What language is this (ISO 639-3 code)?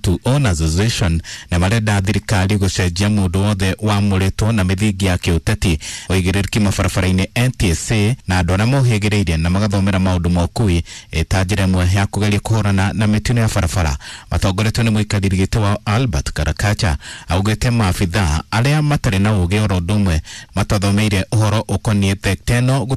kik